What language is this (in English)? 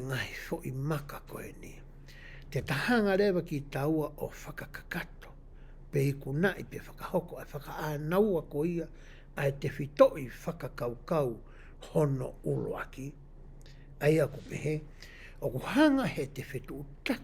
Tongan